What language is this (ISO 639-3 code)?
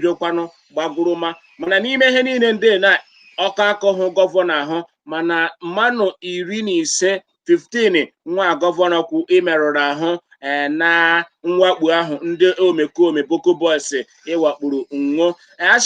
ibo